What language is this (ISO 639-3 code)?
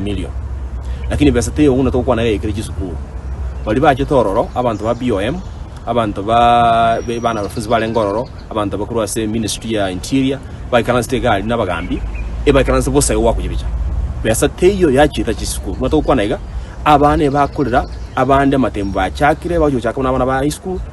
guz